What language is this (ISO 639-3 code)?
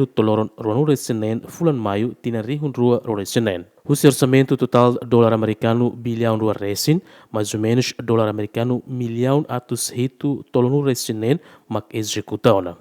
tet